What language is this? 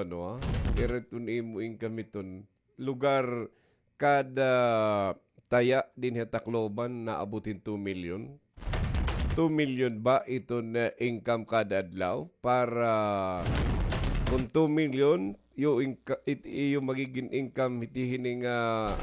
Waray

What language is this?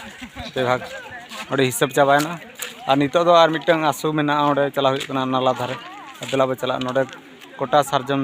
Santali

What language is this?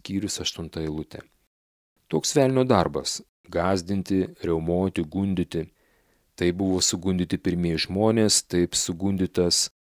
Lithuanian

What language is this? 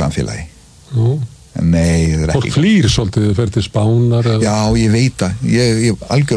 Icelandic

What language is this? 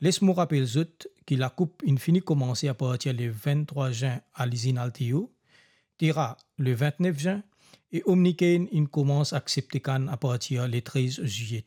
Morisyen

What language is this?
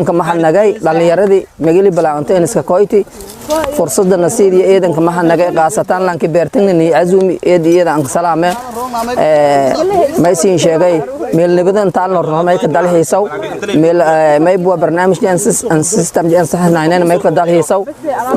Somali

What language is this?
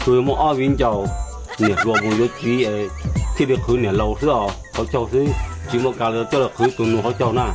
Hmong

